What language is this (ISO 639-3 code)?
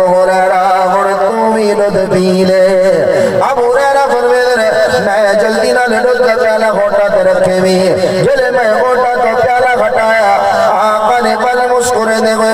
skr